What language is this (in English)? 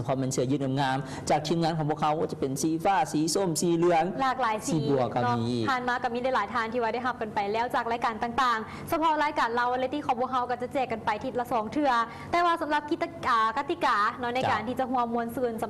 Lao